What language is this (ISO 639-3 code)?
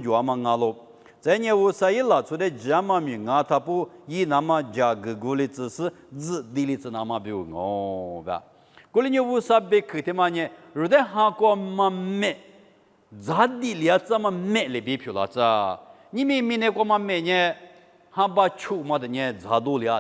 lis